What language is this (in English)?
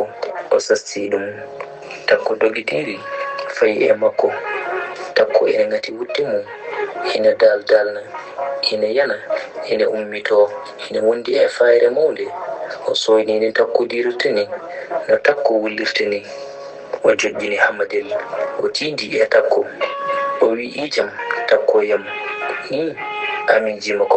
Fula